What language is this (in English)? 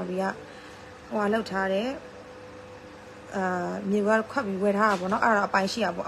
Burmese